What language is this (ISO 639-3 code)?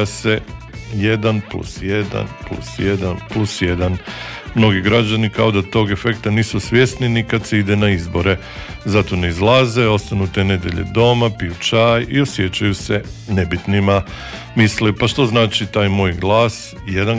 hrv